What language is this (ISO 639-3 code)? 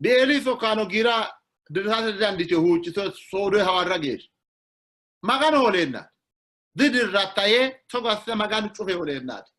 sid